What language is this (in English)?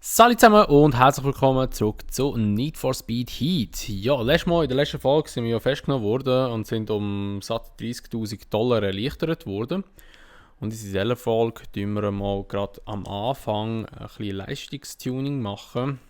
Swiss German